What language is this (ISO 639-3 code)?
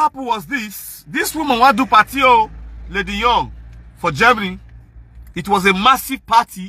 pcm